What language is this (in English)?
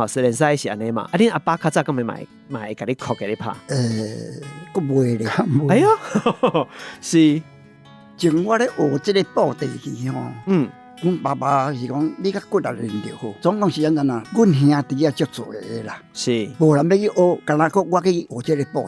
Min Nan Chinese